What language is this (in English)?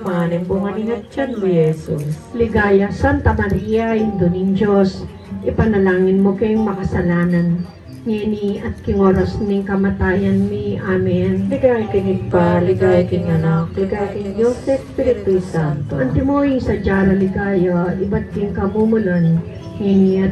Pampanga